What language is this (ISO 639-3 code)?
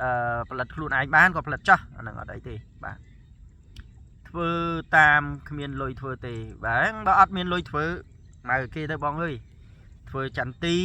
khm